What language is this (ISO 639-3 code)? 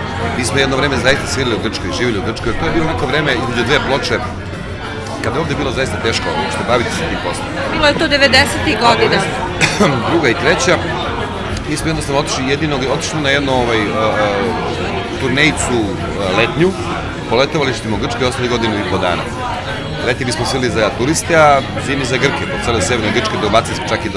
srp